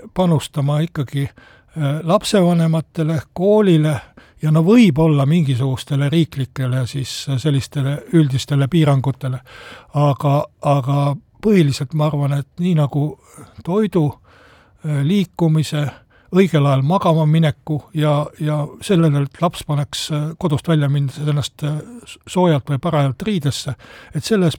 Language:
Estonian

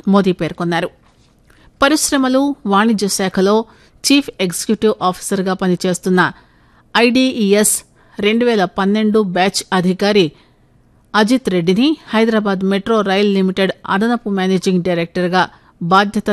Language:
Telugu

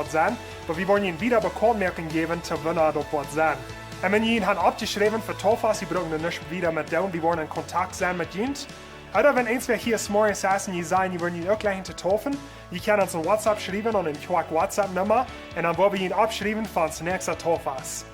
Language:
Plautdietsch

